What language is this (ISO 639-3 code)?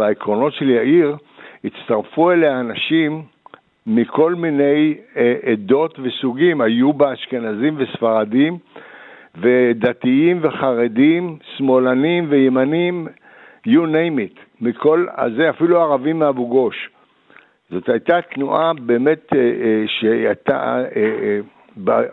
heb